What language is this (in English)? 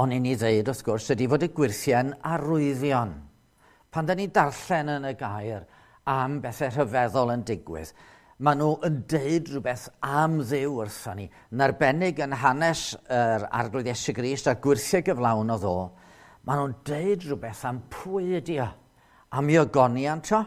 Welsh